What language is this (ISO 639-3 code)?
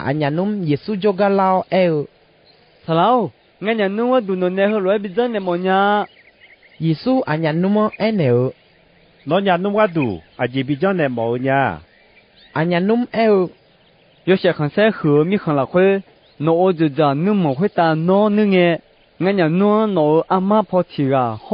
ahk